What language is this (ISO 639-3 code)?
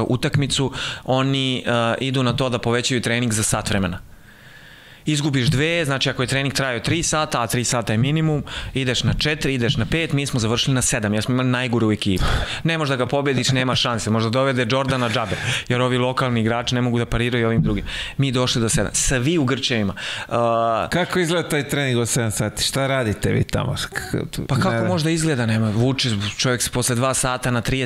srp